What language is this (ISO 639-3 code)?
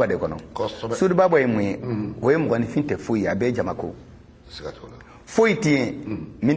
bam